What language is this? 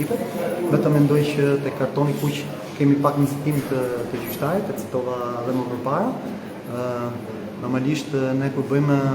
Albanian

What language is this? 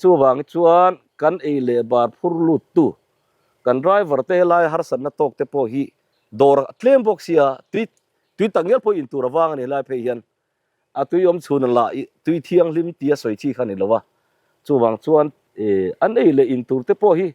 Mizo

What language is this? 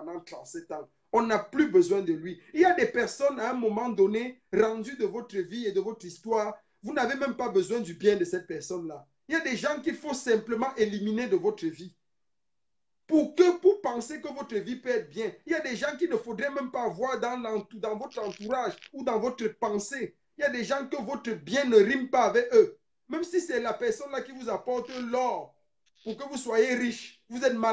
French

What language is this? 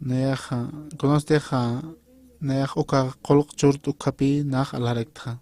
Aymara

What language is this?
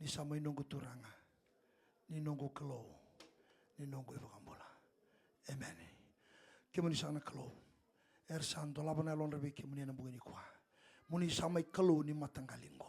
Fijian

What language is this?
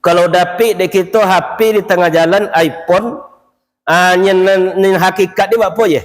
Minangkabau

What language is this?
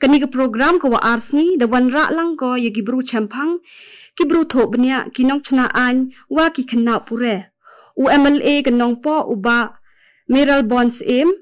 Garo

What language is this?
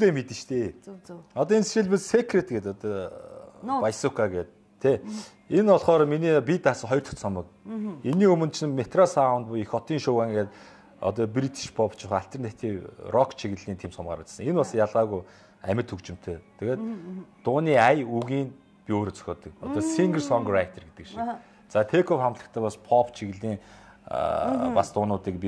Mongolian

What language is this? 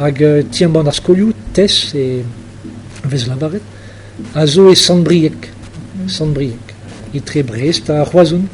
Breton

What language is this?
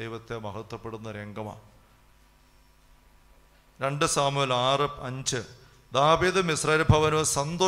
Malayalam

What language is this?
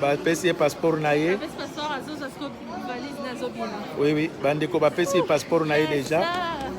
Lingala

